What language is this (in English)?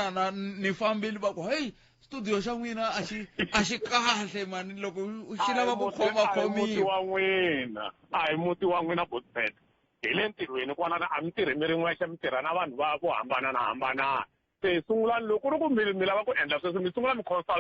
Tsonga